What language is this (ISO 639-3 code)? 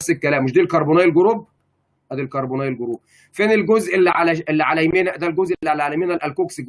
arz